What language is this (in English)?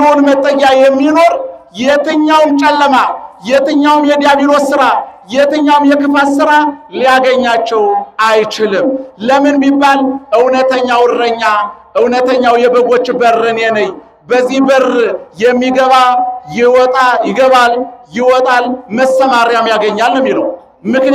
Amharic